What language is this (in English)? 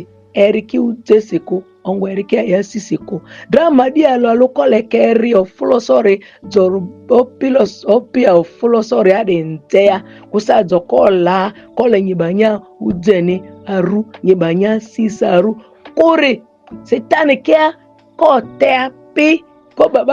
Ma'di